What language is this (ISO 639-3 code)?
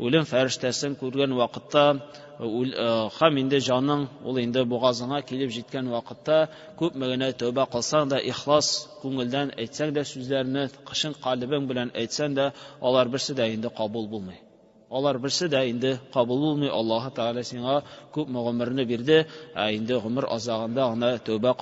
tat